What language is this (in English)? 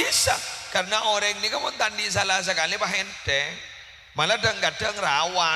Madurese